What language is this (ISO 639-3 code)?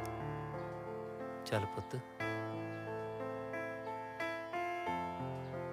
pan